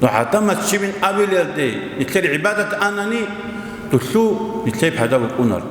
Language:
Avaric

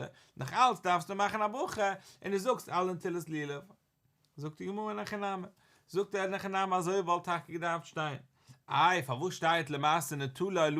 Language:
Yiddish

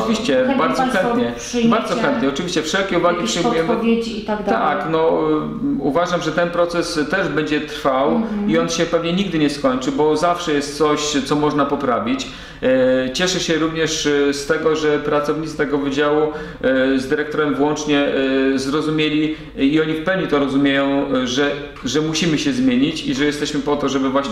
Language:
Polish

